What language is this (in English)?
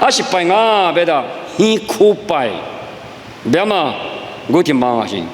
Lisu